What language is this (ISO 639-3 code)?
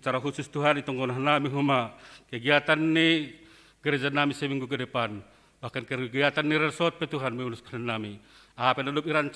bts